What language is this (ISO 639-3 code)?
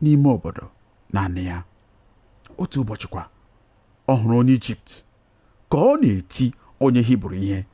ibo